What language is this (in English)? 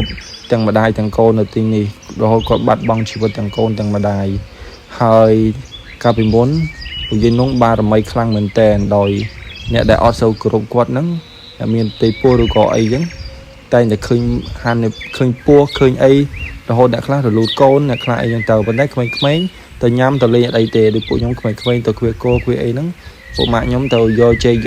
Khmer